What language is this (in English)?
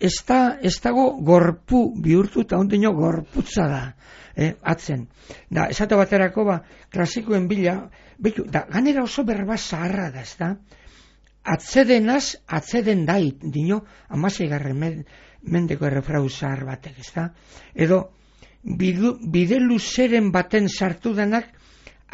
Basque